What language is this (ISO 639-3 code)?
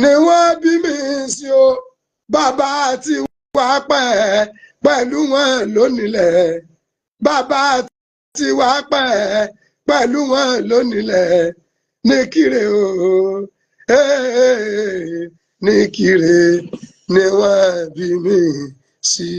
yor